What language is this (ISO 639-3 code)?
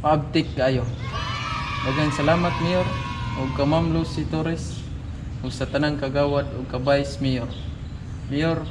ceb